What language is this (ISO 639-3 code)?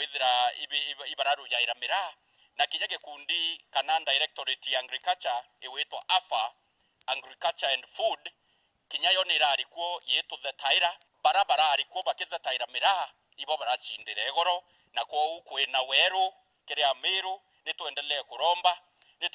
mer